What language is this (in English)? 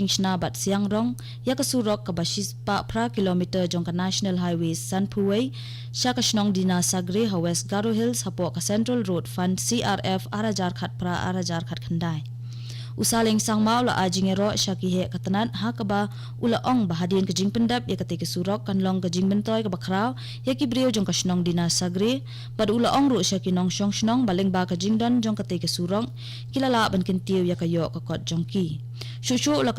Khasi